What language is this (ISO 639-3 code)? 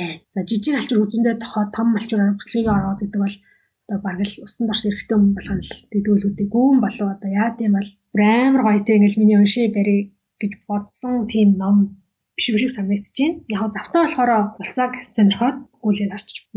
mon